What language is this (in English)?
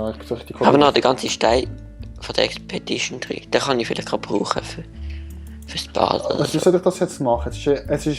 Swiss German